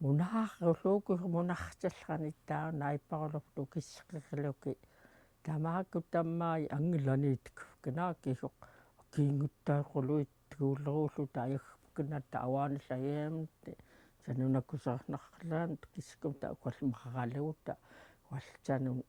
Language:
Central Yupik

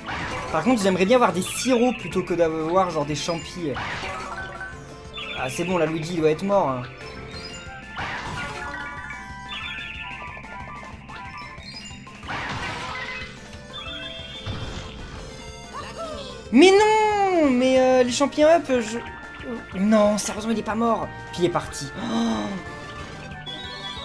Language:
French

